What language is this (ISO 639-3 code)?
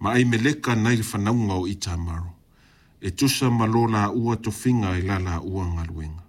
smo